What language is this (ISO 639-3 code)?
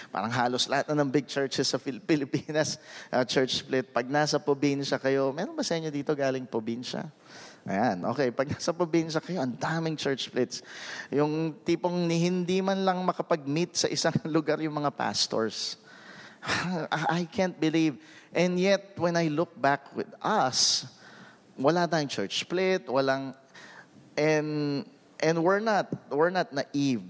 fil